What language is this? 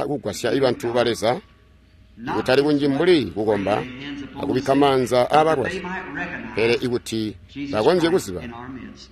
Tonga (Zambia)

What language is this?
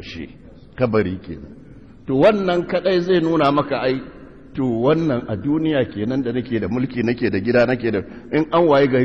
Hausa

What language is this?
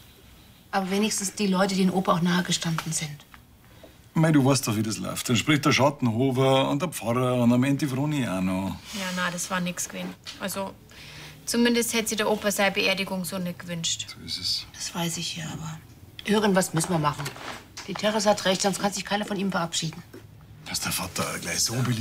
Bavarian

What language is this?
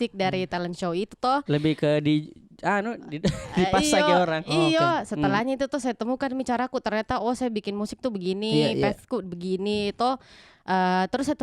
Makassar Malay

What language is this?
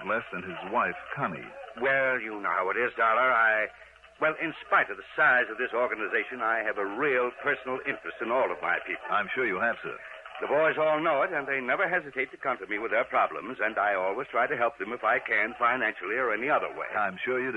English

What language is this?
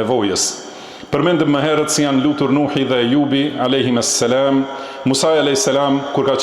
Albanian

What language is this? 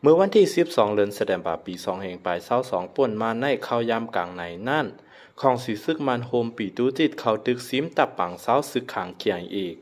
Lao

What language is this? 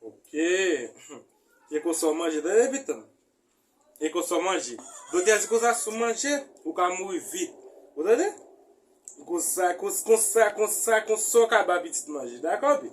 Haitian Creole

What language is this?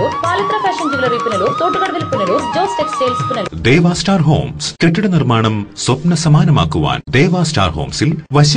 Malayalam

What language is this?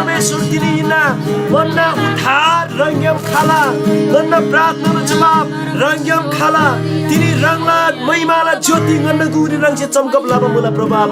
Eastern Tamang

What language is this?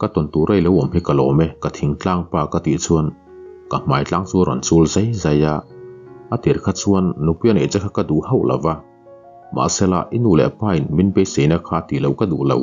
Mizo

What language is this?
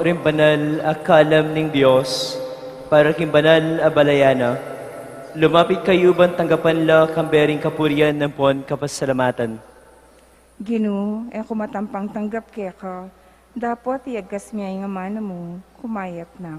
Pampanga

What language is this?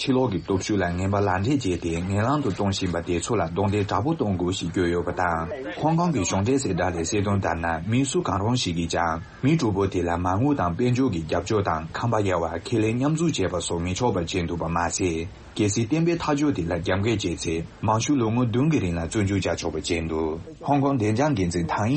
Tibetan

